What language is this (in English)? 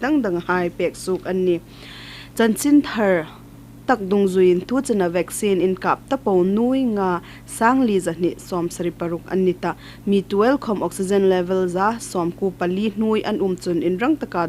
Hmar